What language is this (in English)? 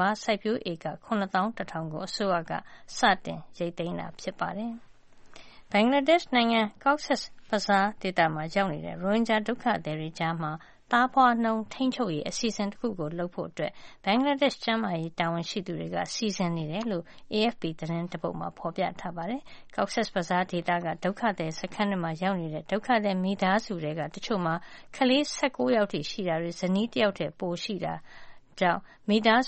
Burmese